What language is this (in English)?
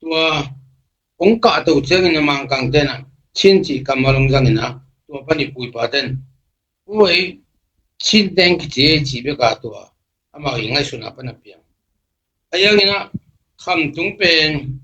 Tedim Chin